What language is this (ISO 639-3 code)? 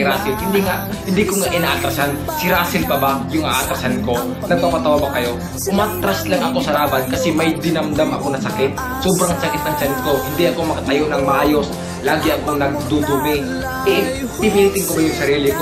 fil